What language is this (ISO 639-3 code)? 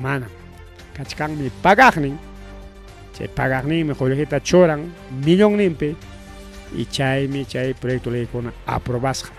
quy